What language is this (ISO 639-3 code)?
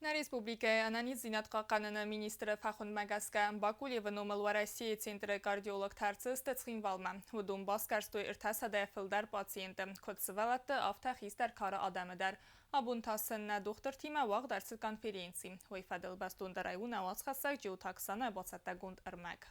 oss